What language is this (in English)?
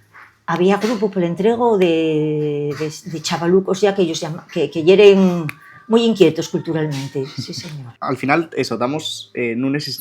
Asturian